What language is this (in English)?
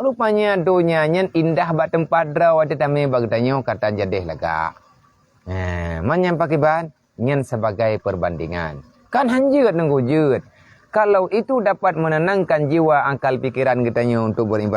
Achinese